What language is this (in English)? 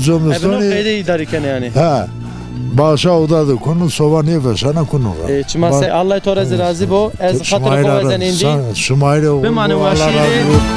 Zaza